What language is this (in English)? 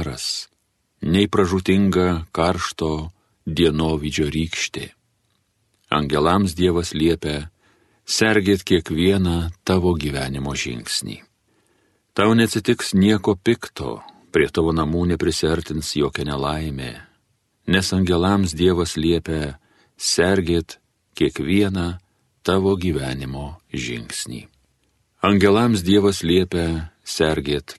Lithuanian